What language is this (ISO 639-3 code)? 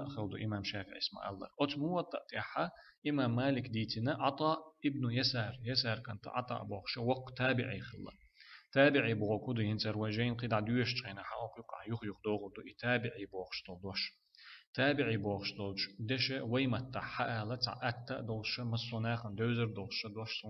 che